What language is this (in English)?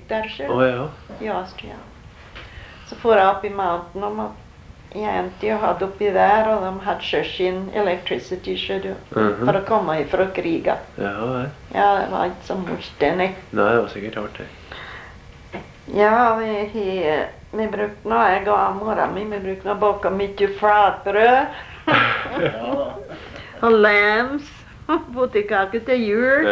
Norwegian